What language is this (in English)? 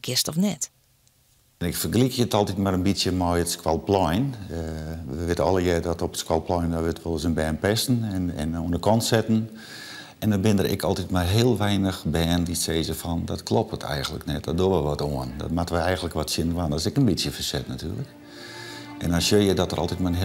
Western Frisian